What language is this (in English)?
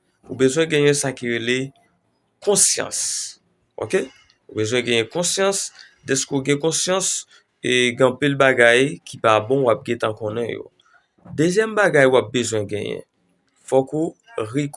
Haitian Creole